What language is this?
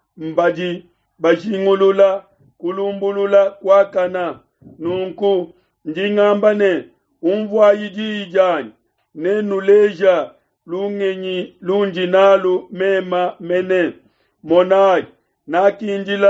Luba-Lulua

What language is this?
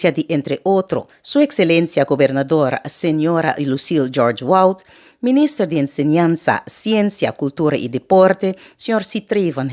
Papiamento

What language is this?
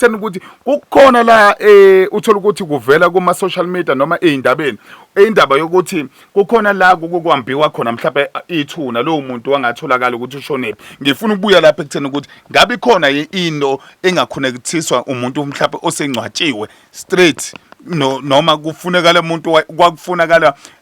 Zulu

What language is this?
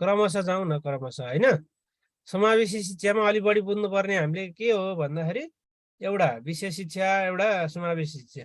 Nepali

